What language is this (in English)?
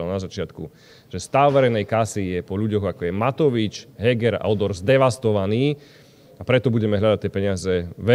Slovak